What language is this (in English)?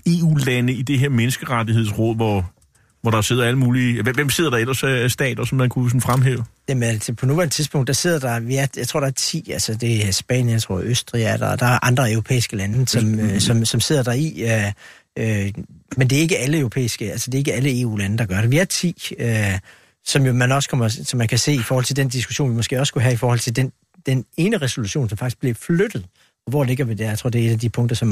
Danish